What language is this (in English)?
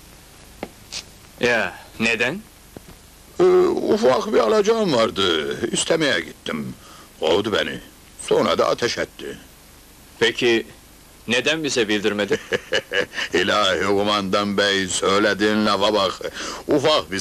Turkish